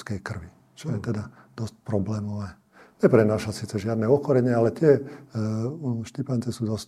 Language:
Slovak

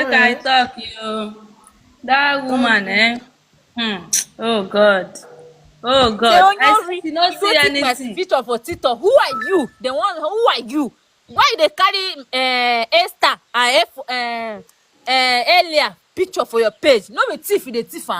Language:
Nigerian Pidgin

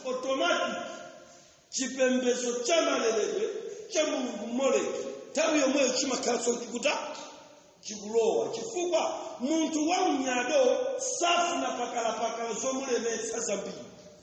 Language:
Nyanja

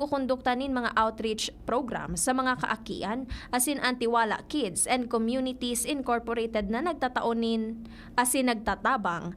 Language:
Bikol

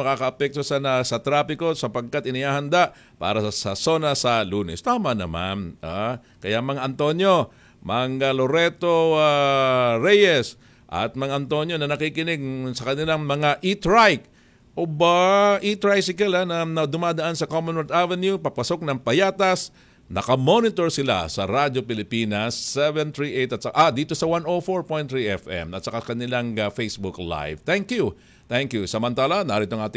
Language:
Filipino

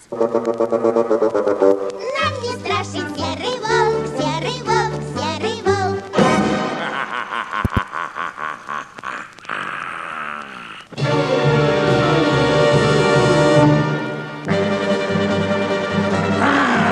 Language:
Russian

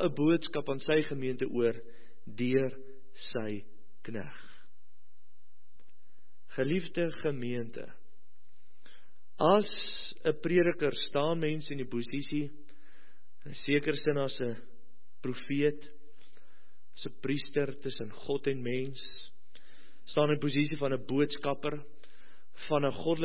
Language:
Afrikaans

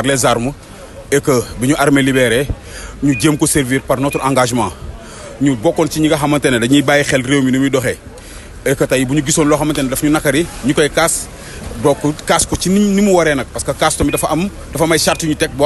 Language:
Wolof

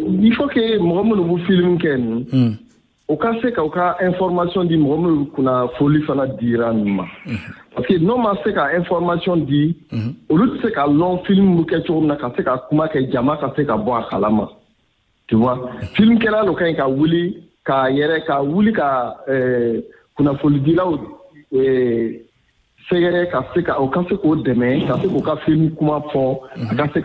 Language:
Bambara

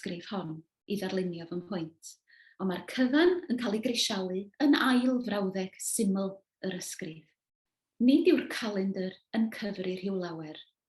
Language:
Welsh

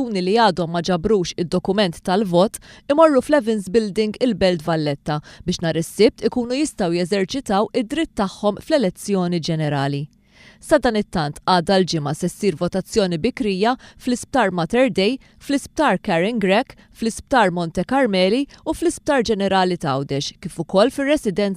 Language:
Maltese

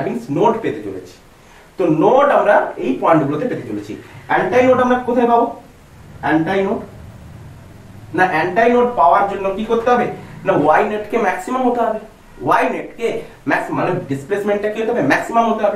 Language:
Bangla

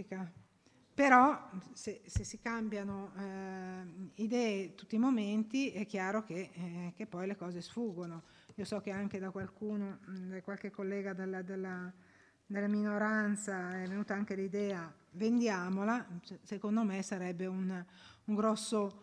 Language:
Italian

